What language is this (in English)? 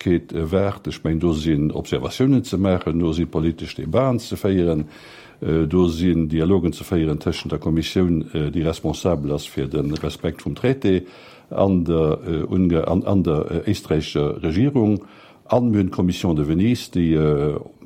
Luxembourgish